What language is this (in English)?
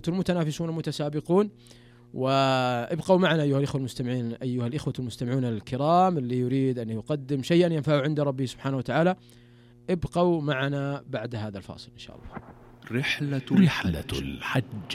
Najdi Arabic